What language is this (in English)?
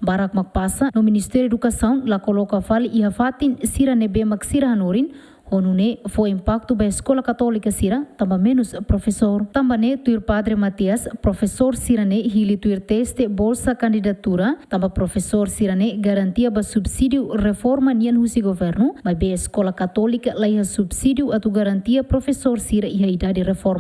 Tetum